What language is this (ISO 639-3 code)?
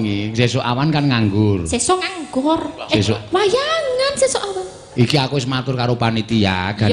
jav